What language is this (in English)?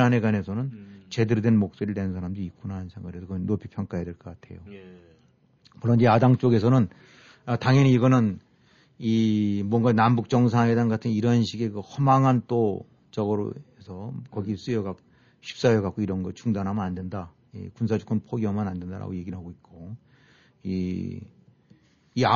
Korean